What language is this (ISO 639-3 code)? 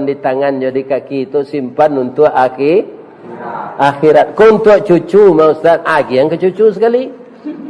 min